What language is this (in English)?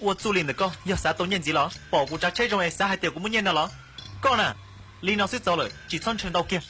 Hmong